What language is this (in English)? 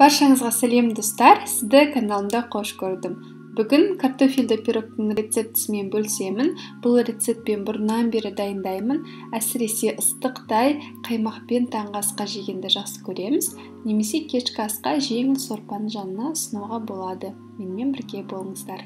Kazakh